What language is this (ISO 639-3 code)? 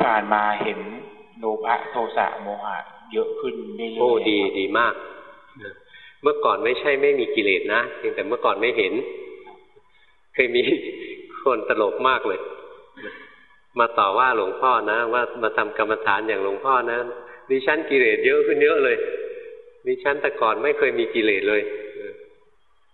tha